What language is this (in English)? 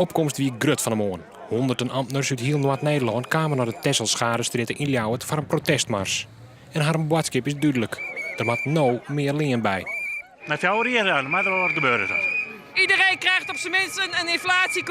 Western Frisian